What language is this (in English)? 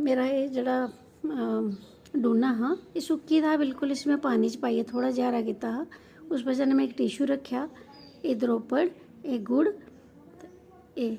Dogri